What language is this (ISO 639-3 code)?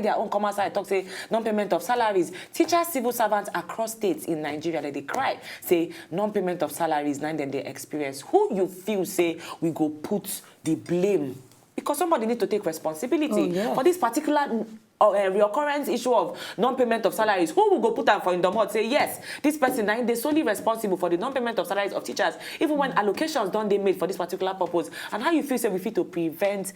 pcm